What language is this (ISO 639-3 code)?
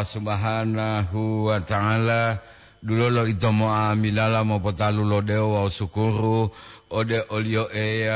gor